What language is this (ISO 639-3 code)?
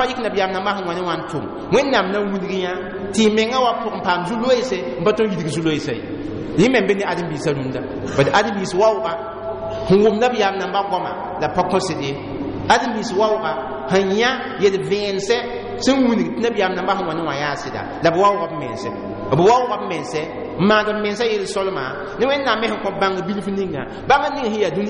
mos